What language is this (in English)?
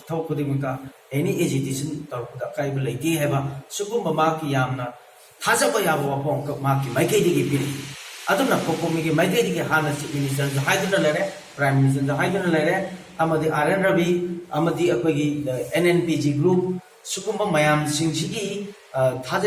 Manipuri